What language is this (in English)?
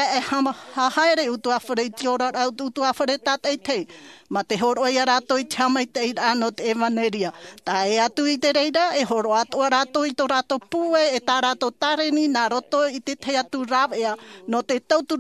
Tahitian